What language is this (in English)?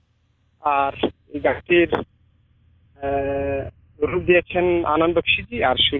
Bangla